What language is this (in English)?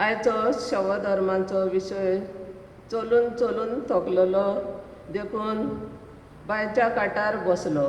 Konkani